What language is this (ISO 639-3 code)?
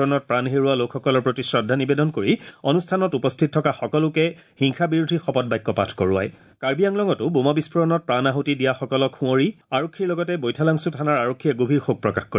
asm